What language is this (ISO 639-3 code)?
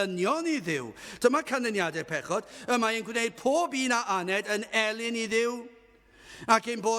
cym